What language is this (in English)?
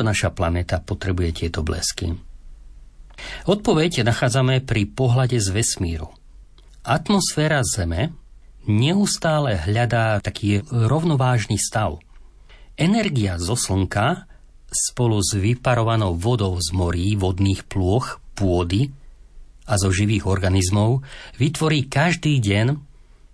Slovak